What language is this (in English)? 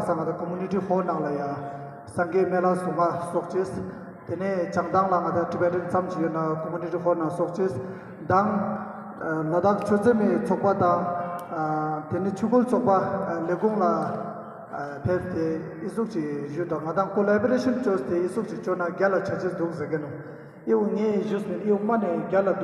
Ladakhi